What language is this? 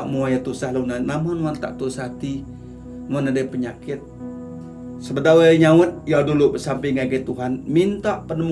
Iban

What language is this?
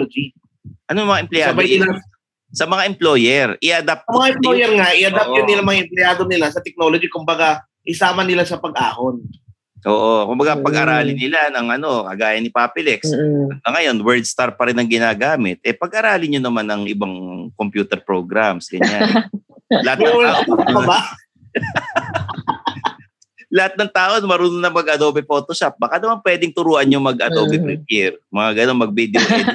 Filipino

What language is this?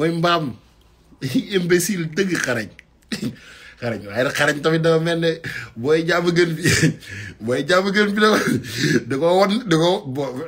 Wolof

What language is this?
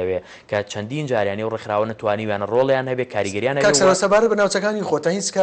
Central Kurdish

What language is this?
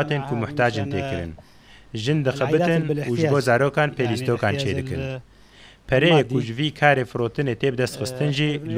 Kurdish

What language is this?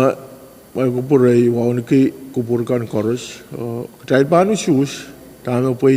Pohnpeian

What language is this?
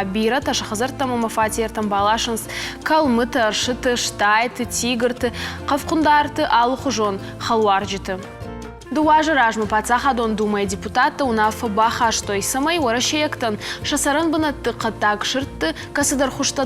Ossetic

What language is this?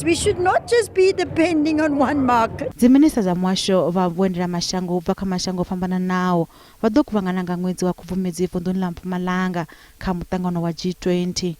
Venda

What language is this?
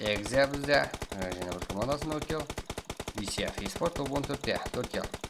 Kara-Kalpak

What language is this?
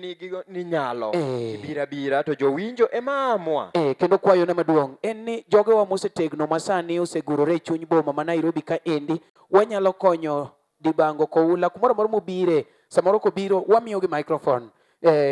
Luo (Kenya and Tanzania)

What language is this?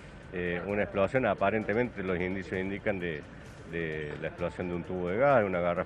Spanish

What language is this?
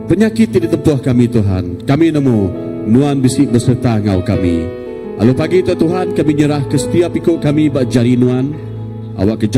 Iban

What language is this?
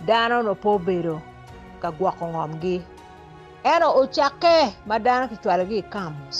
Acoli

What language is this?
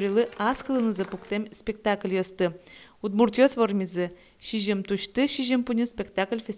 Udmurt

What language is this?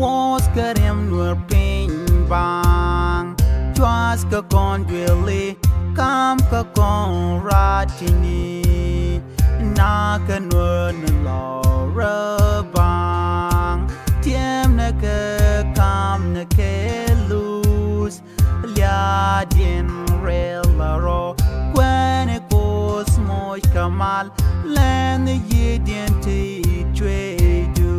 Nuer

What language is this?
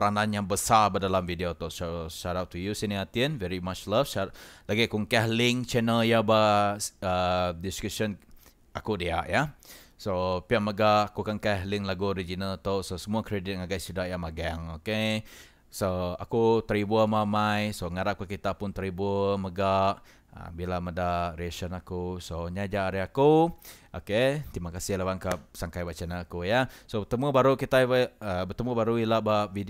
Iban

